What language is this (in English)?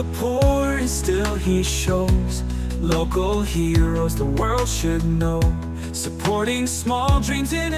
Waray